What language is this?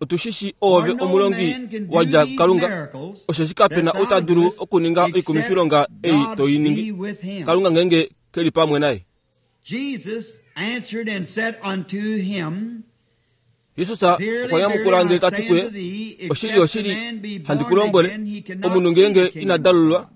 Kuanyama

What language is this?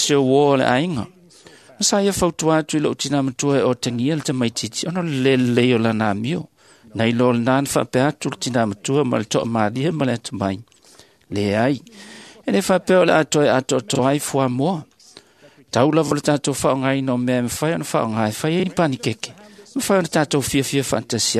Samoan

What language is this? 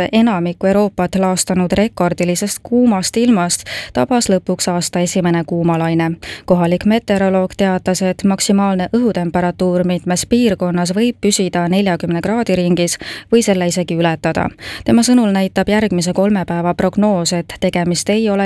Estonian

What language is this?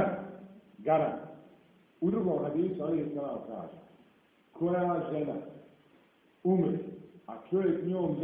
Bosnian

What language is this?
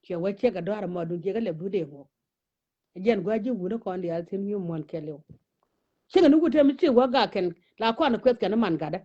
Nuer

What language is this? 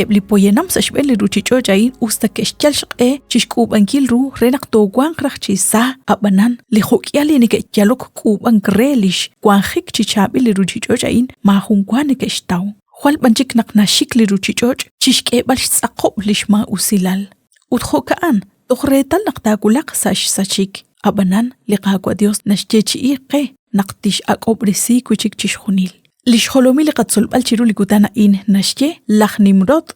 Kekchí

